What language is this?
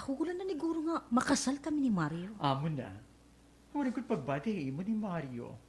Waray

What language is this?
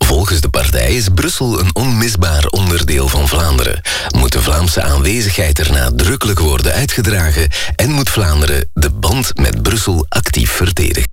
Dutch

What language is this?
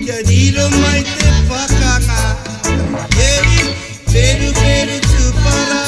Māori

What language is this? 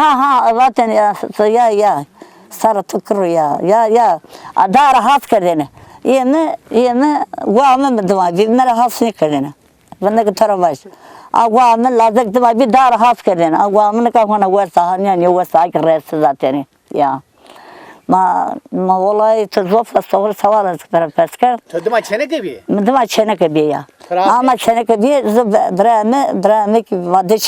Zaza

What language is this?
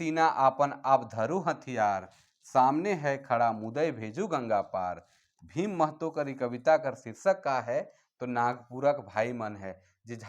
Sadri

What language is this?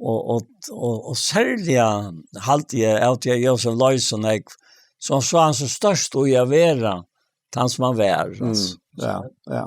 Faroese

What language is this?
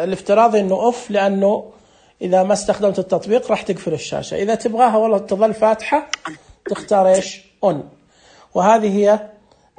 Najdi Arabic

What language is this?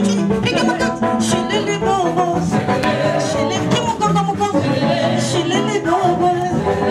Swahili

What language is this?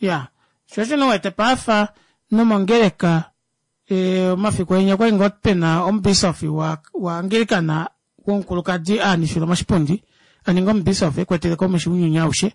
Kuanyama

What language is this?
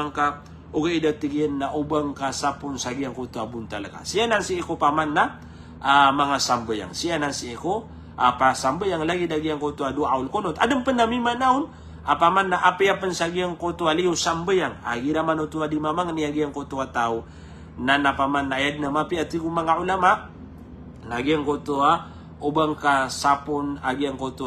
Maranao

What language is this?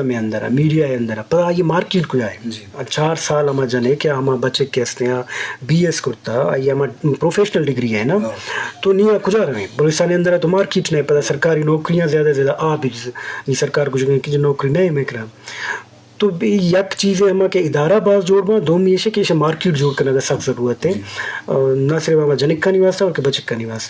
Eastern Balochi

